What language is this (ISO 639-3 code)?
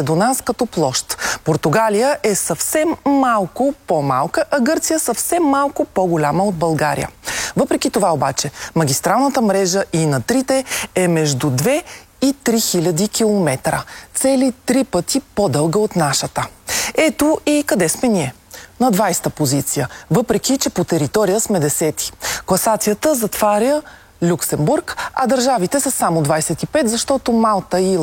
bul